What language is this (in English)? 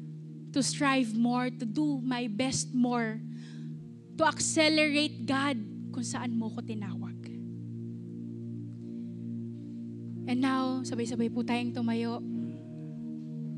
Filipino